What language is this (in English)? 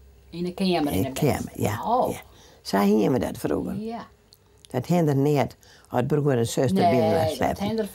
Western Frisian